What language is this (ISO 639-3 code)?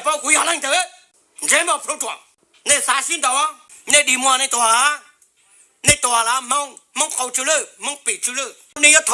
hmn